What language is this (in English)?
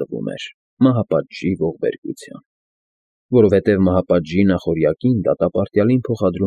Armenian